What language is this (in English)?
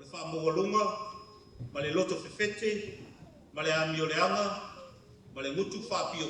Samoan